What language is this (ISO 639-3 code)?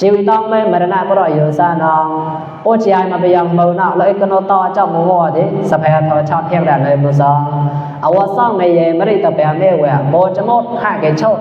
mnw